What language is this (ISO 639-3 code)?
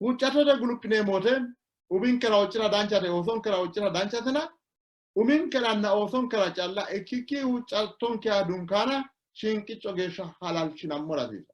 sid